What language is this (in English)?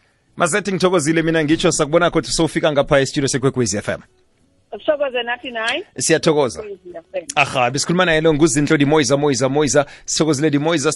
South Ndebele